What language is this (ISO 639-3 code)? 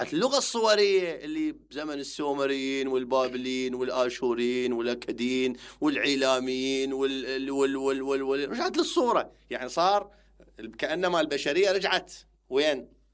acm